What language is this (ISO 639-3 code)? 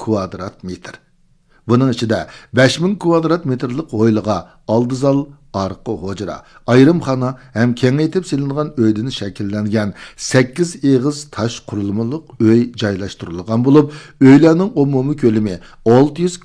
uig